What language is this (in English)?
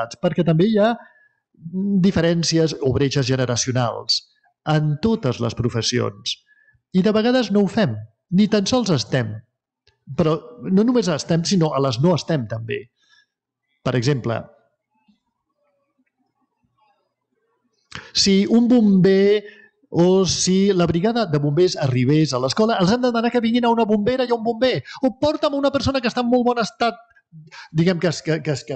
Catalan